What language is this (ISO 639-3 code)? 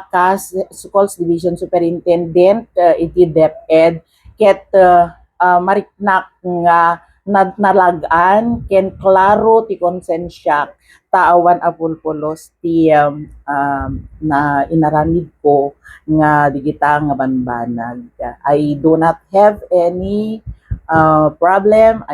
ilo